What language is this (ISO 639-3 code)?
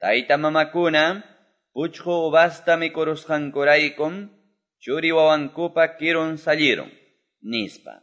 que